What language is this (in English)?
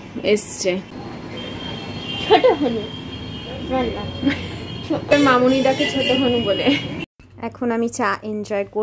Bangla